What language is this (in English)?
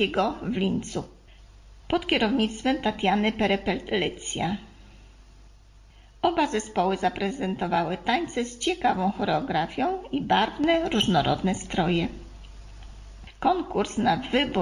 Polish